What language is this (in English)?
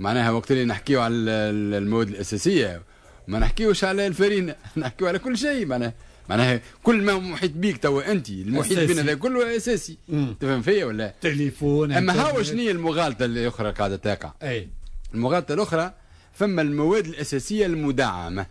Tunisian Arabic